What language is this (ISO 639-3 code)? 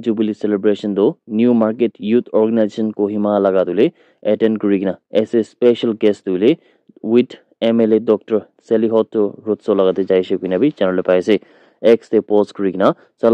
nag